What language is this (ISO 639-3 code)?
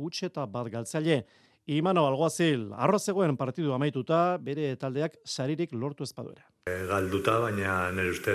eus